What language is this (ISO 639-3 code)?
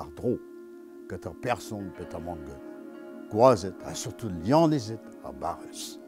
bre